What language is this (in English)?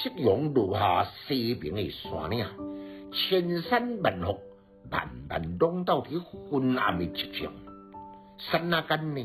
Min Nan Chinese